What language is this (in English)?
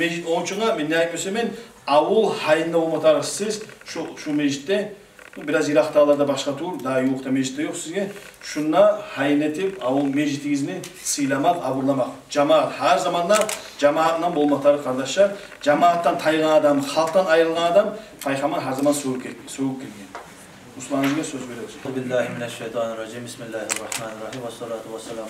Kumyk